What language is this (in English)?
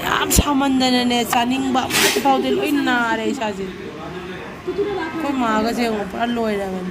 Manipuri